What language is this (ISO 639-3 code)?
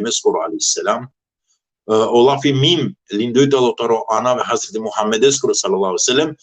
rmn